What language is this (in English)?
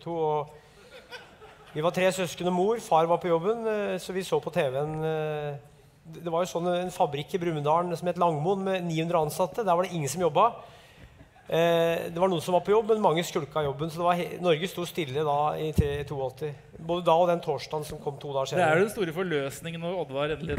Norwegian